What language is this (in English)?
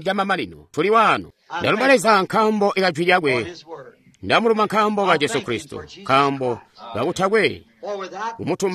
Tonga (Zambia)